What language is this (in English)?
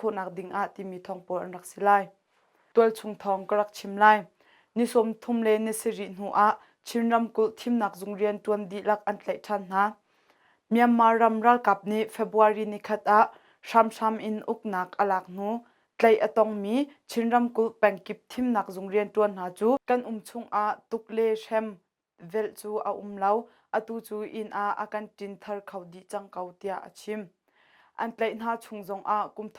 Hakha Chin